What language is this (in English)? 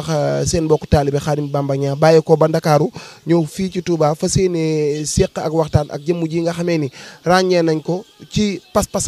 Wolof